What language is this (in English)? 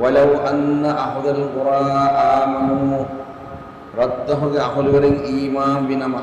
Divehi